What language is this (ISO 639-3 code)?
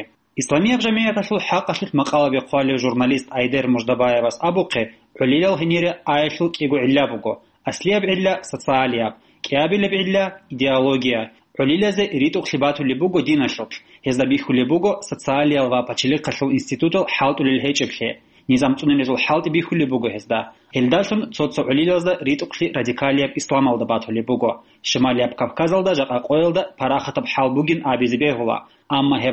ava